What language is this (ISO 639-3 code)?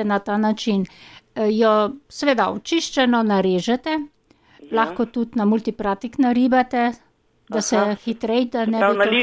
slv